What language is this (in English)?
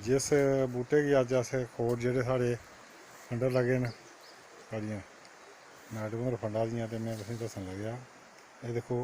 Dogri